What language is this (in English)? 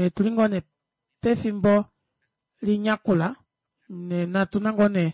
Kuanyama